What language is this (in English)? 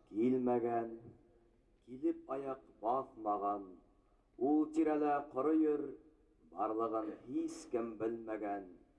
Bashkir